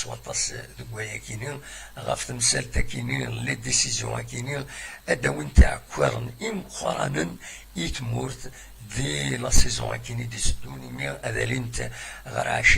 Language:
Kabyle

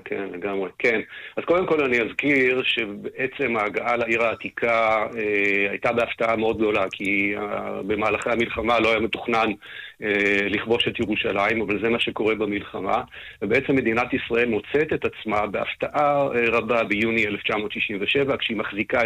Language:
Hebrew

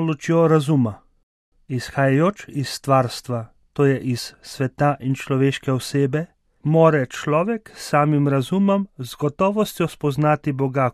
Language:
Slovenian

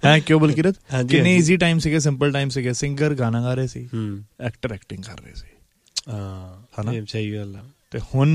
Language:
Punjabi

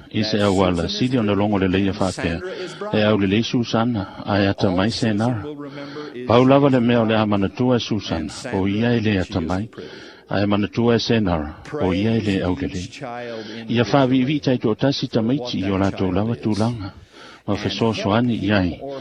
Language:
Samoan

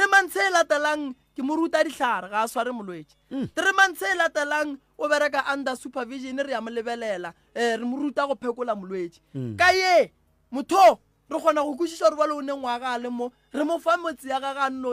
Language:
Northern Sotho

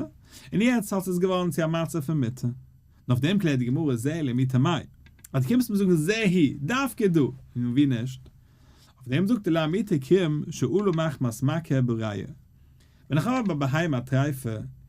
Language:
Yiddish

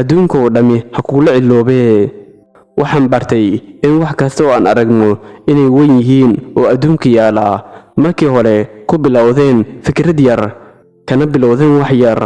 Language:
Somali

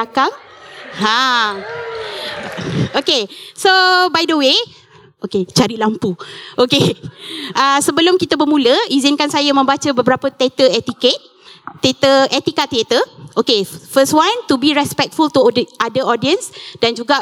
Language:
Malay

